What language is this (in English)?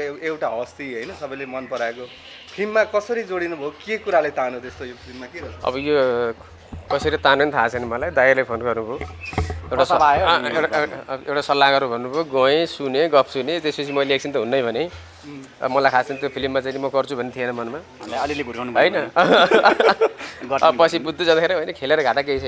Nepali